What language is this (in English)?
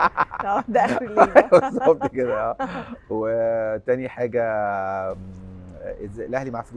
Egyptian Arabic